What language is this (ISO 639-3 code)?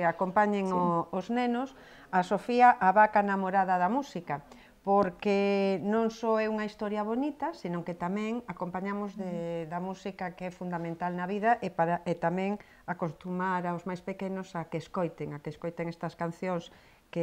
glg